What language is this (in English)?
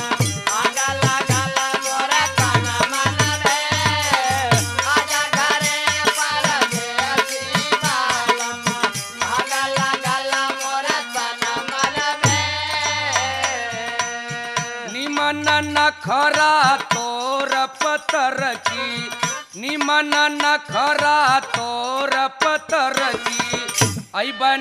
Bhojpuri